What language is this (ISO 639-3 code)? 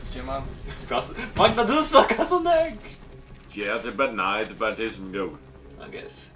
fao